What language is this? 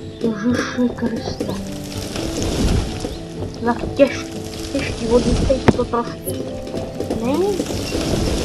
Czech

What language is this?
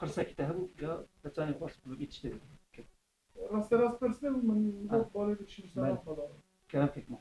Kurdish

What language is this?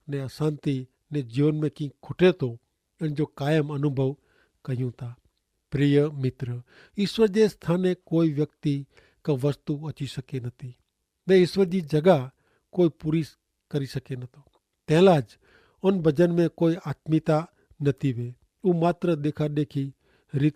Kachhi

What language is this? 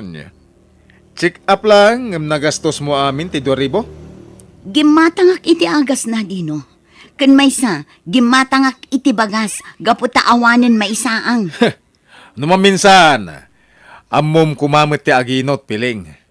Iloko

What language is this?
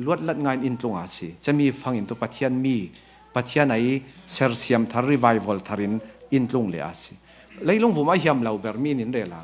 Falam Chin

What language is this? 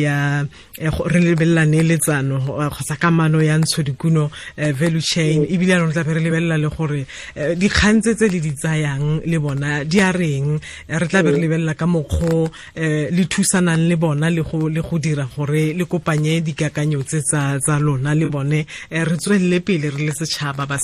Tswana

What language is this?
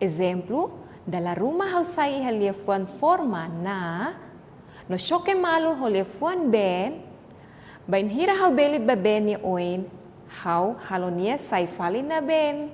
Tetum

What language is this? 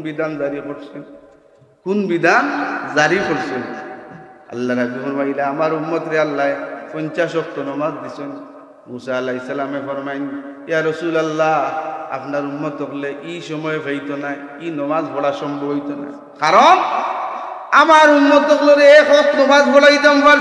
Sylheti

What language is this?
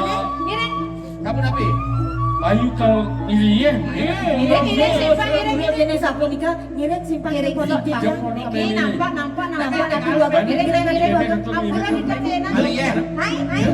Balinese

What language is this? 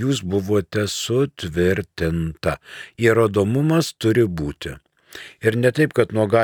Lithuanian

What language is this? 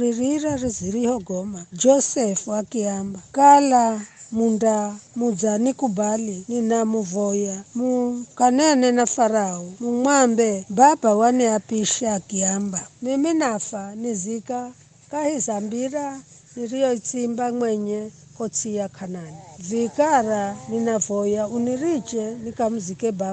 Giryama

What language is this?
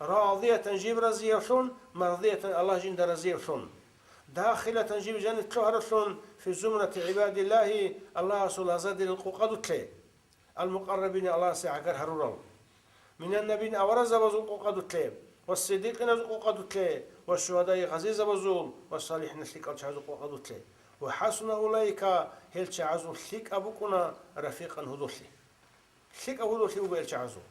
Avaric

